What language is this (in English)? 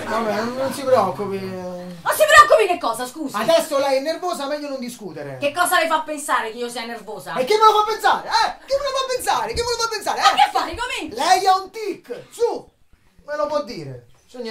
Italian